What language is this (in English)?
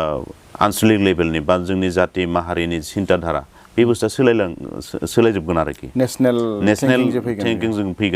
Bodo